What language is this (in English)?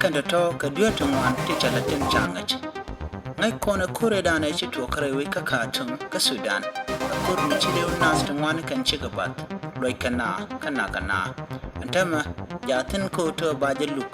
Nuer